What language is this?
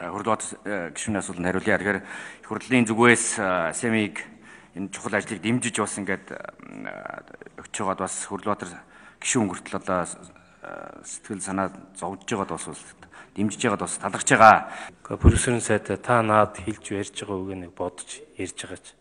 Mongolian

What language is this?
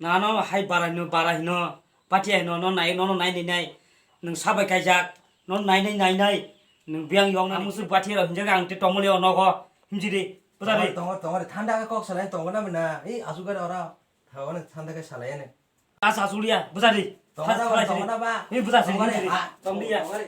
Kok Borok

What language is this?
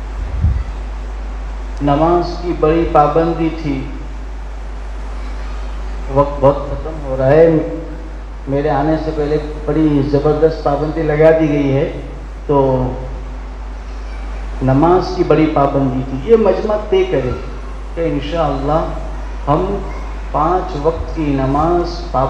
Urdu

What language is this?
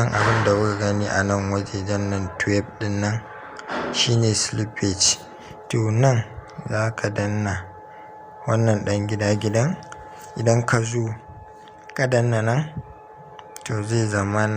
Hausa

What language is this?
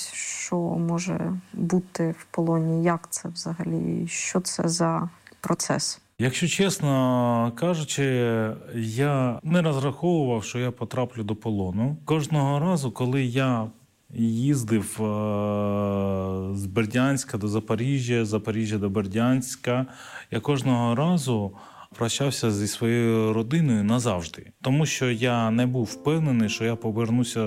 Ukrainian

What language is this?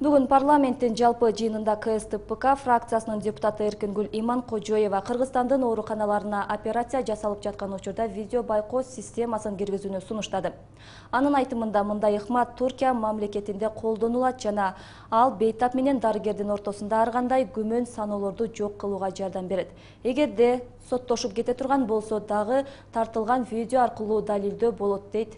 Kyrgyz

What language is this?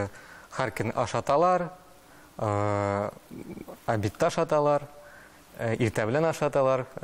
Tatar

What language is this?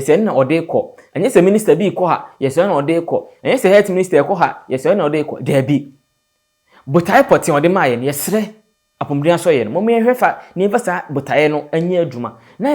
Akan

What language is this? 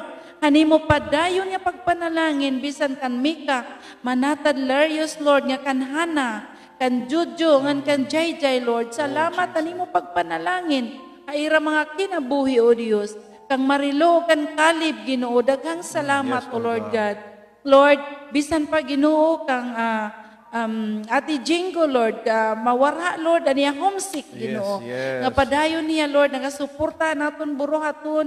Waray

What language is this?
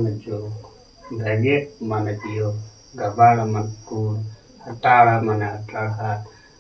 Santali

